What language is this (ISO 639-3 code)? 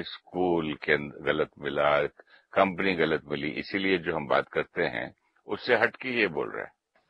hin